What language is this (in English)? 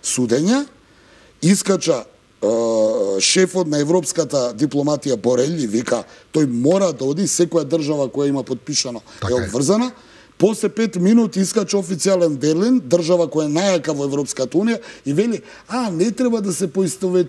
Macedonian